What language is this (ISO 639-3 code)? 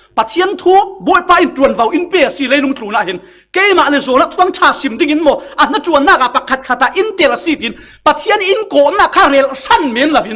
cfm